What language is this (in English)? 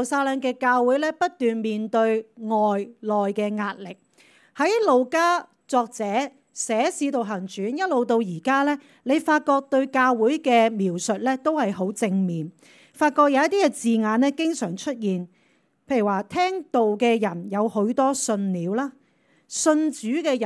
Cantonese